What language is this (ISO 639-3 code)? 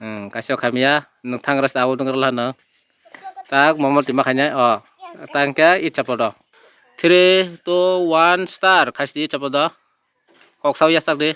trp